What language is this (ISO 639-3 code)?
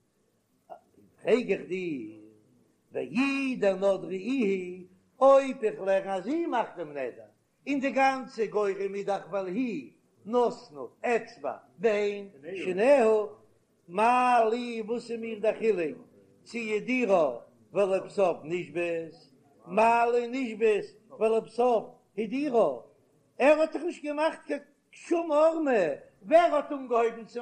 yid